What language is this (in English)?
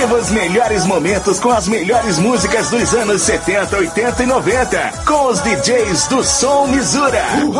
Portuguese